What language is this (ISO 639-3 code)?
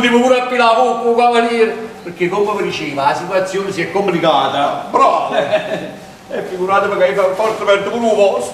nap